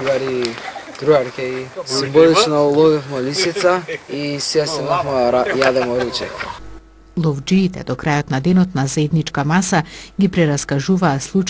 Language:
Macedonian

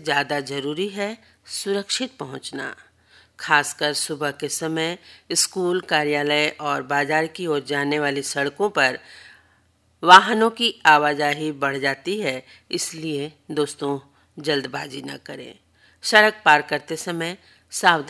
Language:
Hindi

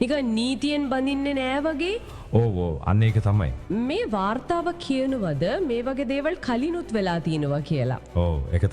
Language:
Sinhala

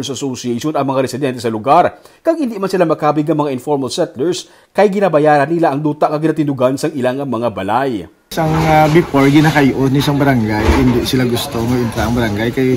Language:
Hiligaynon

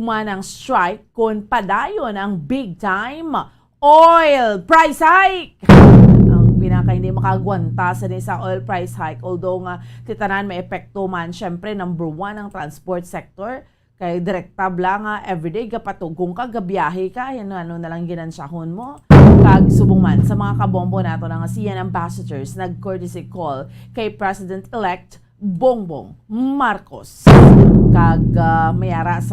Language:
Hiligaynon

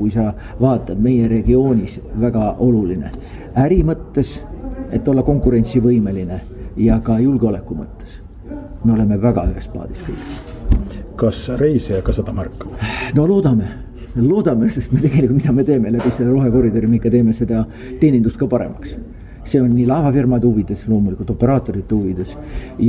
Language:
Estonian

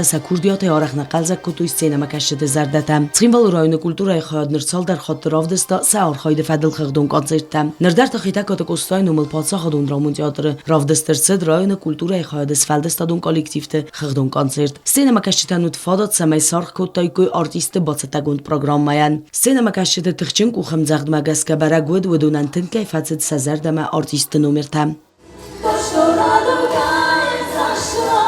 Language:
Ossetic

